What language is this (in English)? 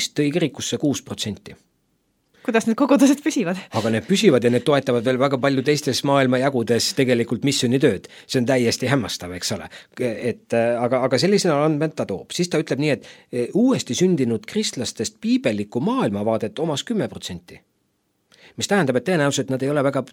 Estonian